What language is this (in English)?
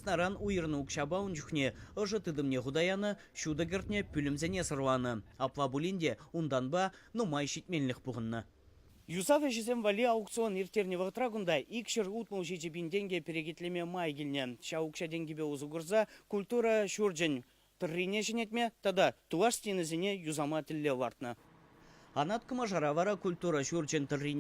Chuvash